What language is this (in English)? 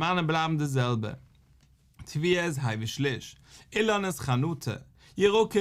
Yiddish